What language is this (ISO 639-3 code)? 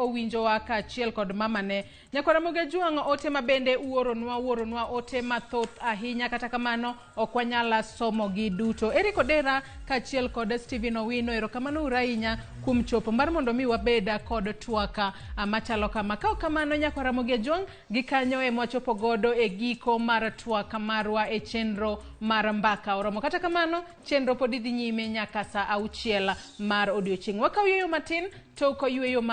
luo